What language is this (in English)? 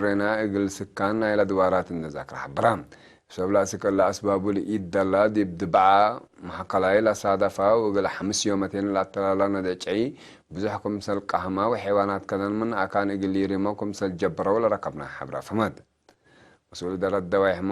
Tigre